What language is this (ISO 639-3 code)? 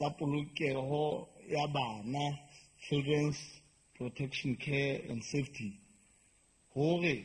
sot